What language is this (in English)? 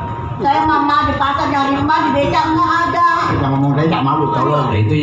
Betawi